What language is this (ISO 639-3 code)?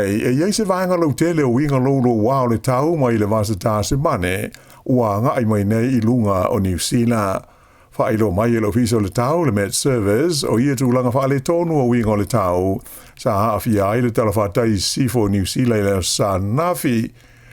smo